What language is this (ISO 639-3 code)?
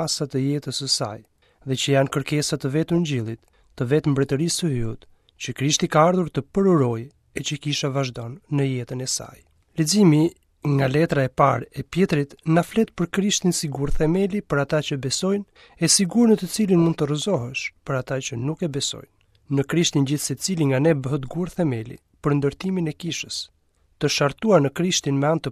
sqi